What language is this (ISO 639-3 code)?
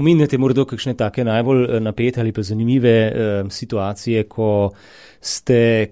slv